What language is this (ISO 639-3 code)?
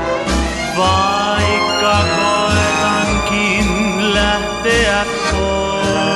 fin